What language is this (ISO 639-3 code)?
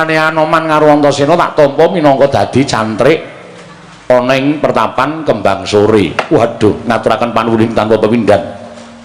jav